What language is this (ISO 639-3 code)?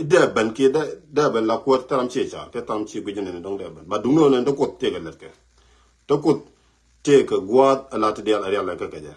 nus